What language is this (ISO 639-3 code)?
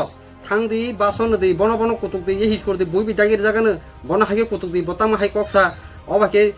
trp